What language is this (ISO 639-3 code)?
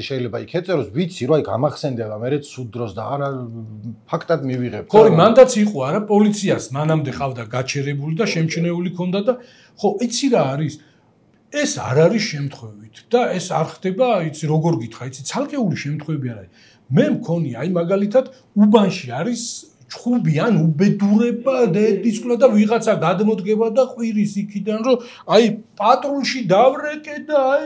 kat